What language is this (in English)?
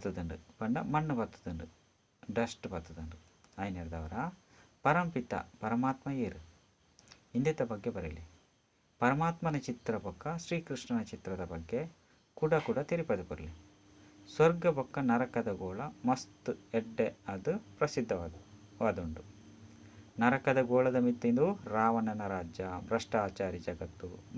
Tulu